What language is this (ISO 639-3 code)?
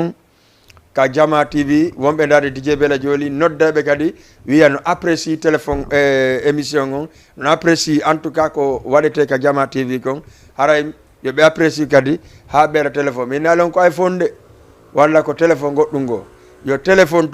ful